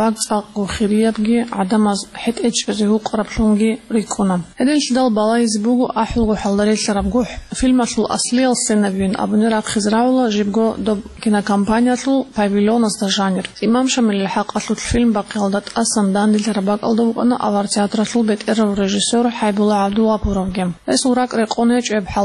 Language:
Avaric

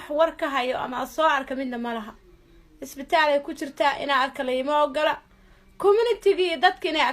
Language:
Somali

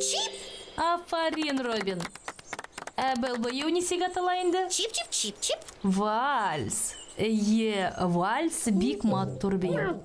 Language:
Bashkir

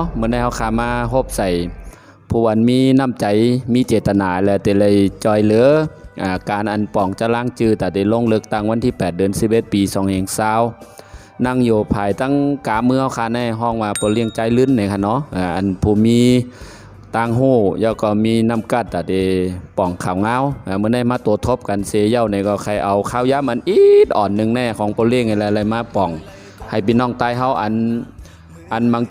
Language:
Shan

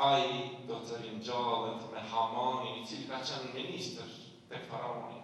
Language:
Albanian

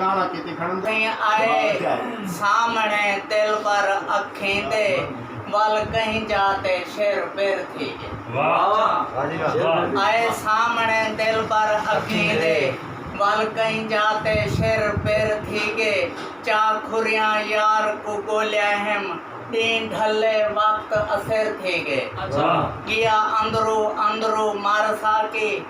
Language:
Saraiki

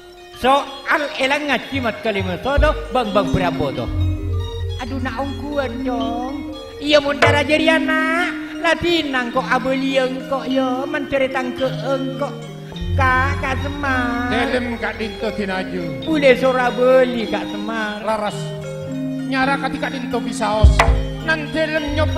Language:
Madurese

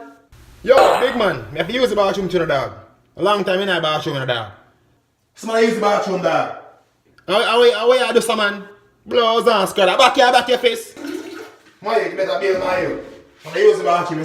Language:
Jamaican Creole English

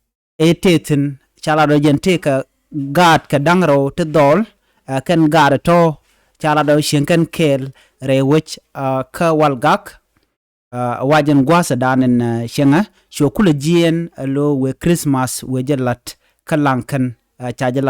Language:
Nuer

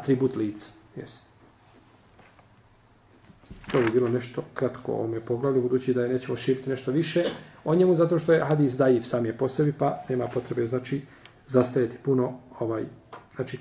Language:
Bosnian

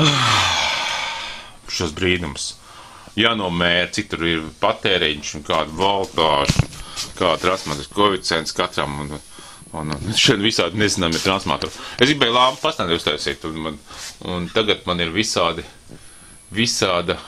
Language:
Latvian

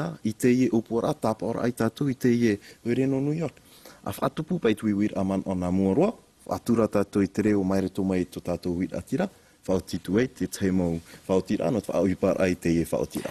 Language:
Tahitian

